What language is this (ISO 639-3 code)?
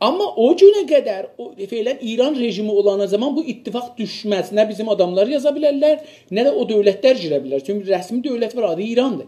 azb